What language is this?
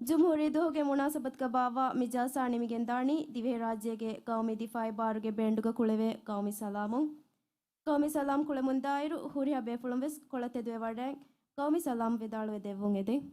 Divehi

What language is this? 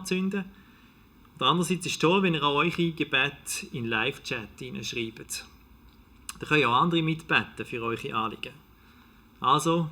Swiss German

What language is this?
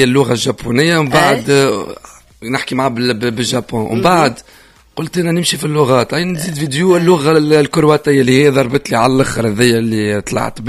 Tunisian Arabic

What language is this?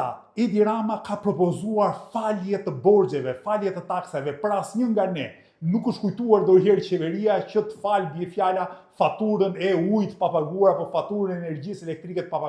Albanian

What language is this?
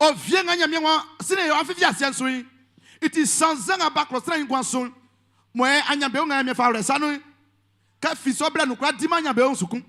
Baoulé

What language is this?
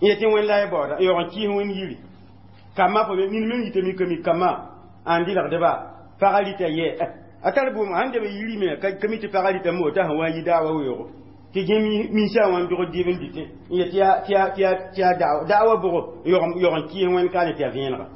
Mossi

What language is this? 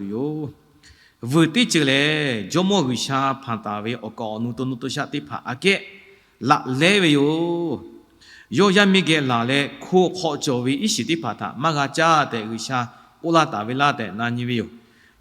Lahu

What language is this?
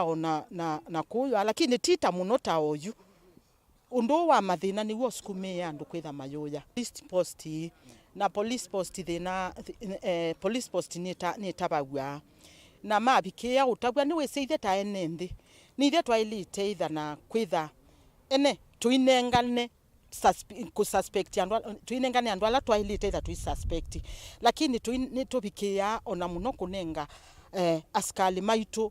Kamba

